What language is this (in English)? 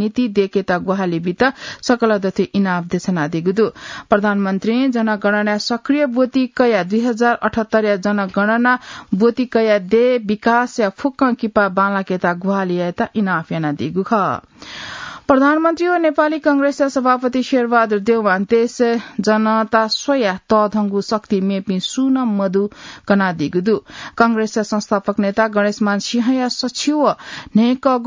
Newari